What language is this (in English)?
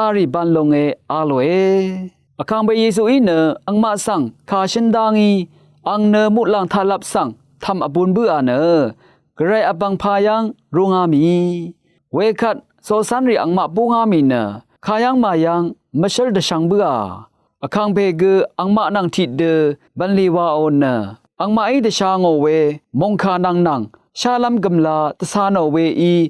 Rawang